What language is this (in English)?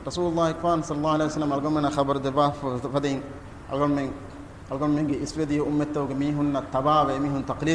Divehi